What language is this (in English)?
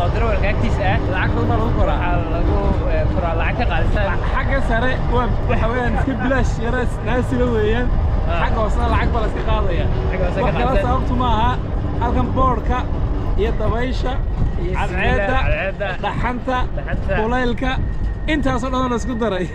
Somali